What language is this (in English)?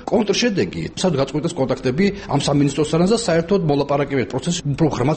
Georgian